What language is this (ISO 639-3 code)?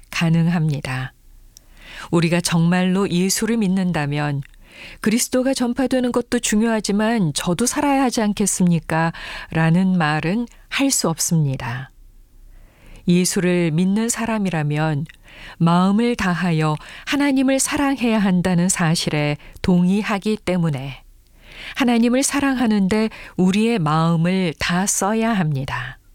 kor